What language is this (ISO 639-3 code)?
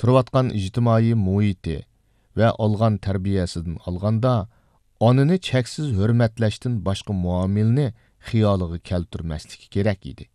uig